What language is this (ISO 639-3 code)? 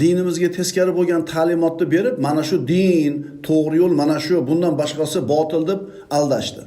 uzb